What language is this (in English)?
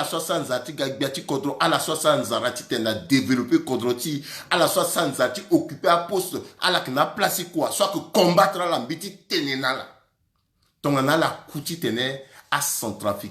Sango